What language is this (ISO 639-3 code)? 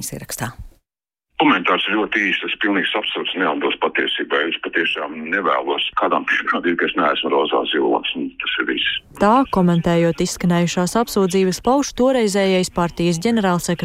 lav